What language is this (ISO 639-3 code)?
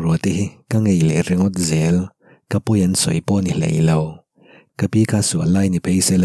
lus